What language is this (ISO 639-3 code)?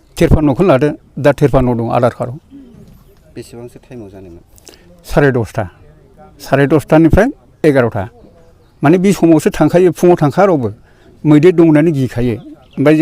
brx